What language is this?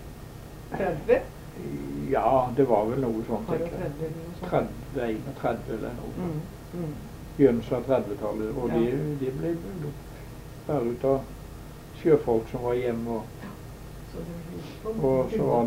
Norwegian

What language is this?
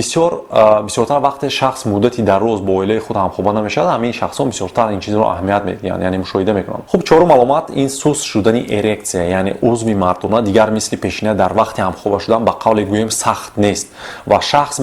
Tajik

